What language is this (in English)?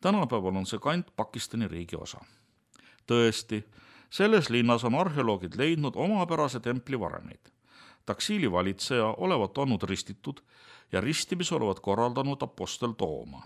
Estonian